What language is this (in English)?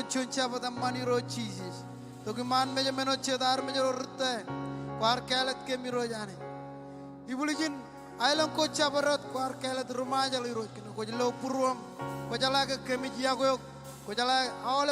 Marshallese